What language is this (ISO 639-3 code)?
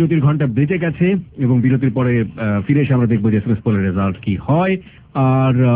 ben